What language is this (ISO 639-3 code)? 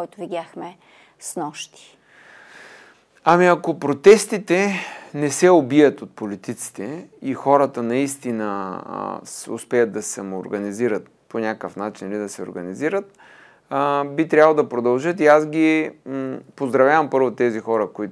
bul